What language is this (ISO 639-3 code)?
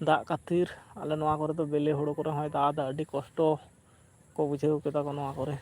sat